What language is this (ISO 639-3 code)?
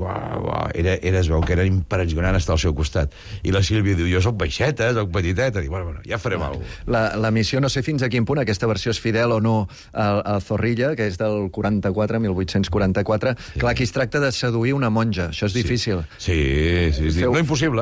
cat